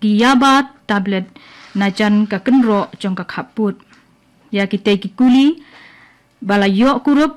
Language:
Khasi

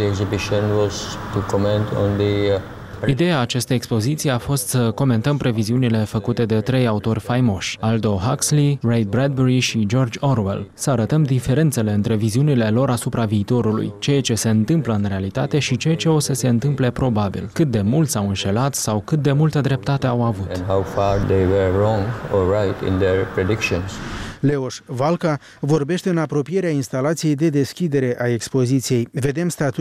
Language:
Romanian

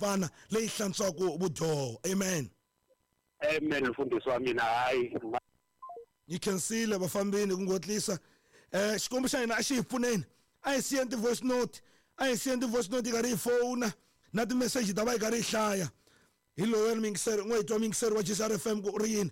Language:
Tsonga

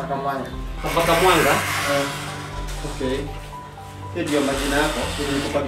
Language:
Swahili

